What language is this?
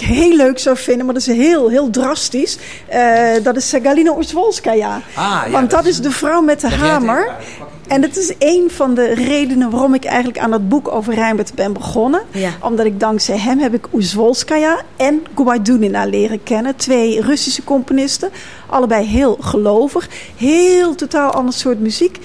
Dutch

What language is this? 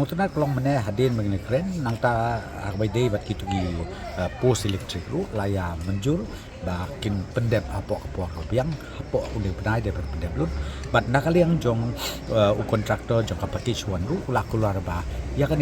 Khasi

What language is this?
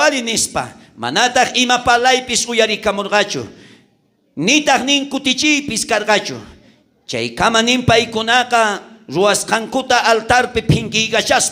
South Bolivian Quechua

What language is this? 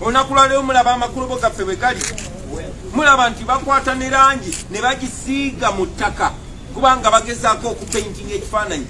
Ganda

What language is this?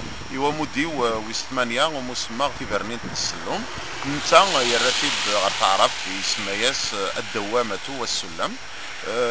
Kabyle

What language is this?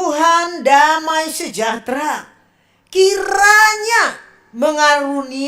Batak Simalungun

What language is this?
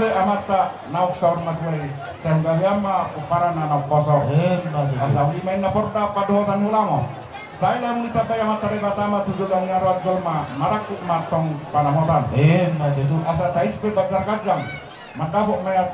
Batak Toba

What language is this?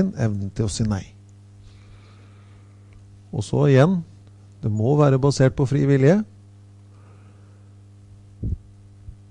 Norwegian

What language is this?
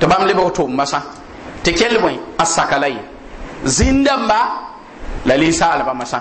Mossi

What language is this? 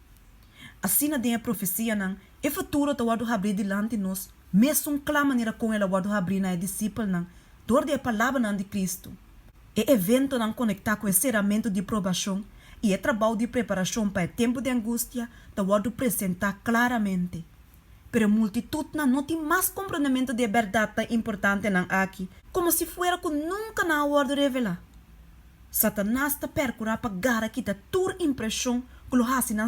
Papiamento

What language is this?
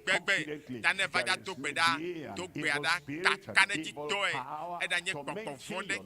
Ewe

